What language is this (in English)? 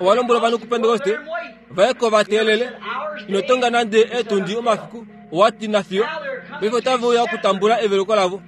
Kuanyama